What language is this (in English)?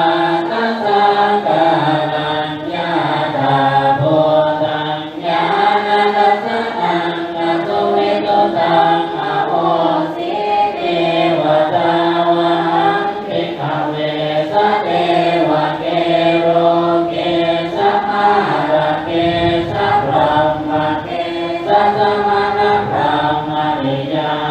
Pali